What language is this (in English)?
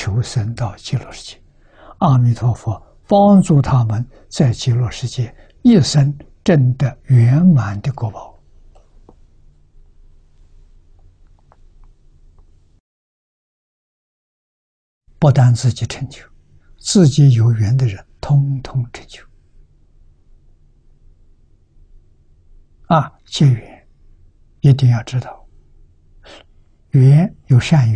Chinese